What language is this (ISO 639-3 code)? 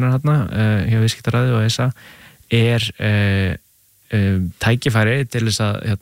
isl